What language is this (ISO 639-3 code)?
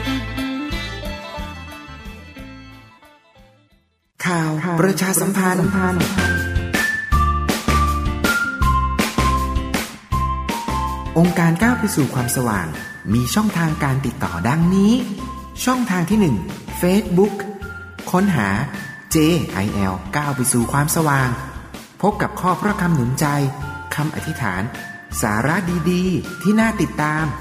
tha